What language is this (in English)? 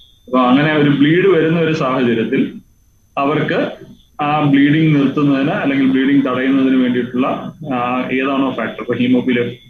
Malayalam